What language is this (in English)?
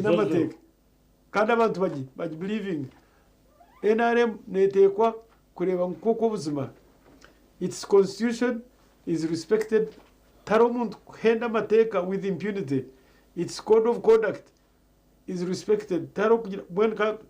Nyankole